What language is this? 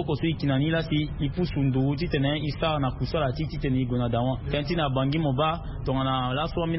Sango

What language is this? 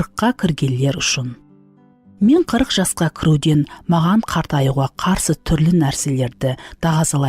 Kara-Kalpak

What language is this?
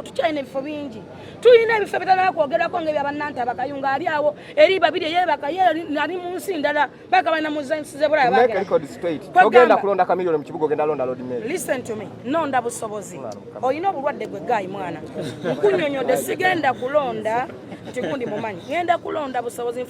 Ganda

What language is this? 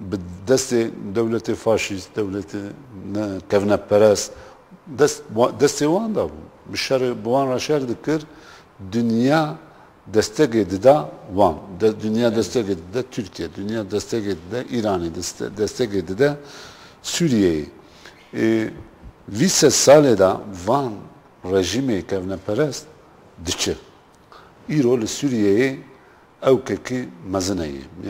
Kurdish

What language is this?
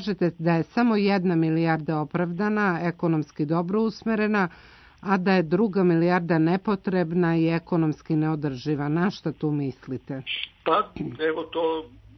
Serbian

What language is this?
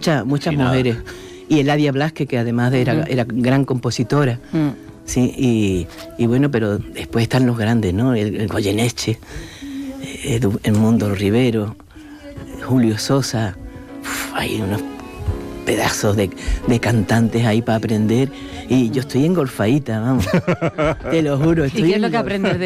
Spanish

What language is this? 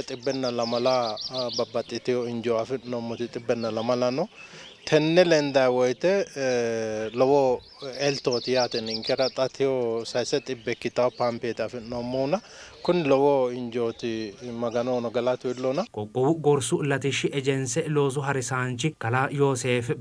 Sidamo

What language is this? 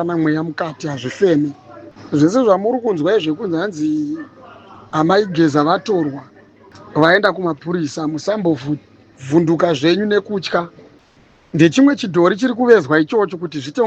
Shona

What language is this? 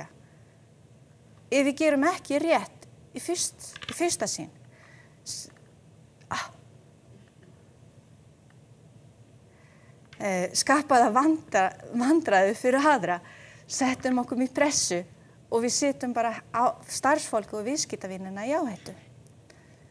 Icelandic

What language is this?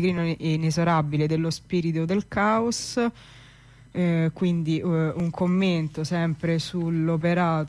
Italian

